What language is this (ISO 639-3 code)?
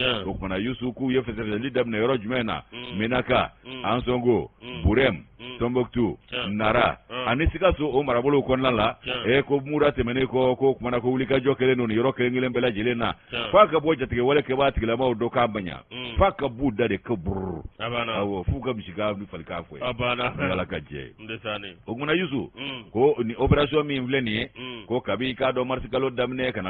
bam